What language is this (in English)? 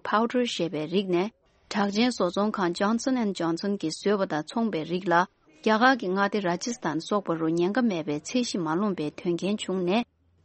Tibetan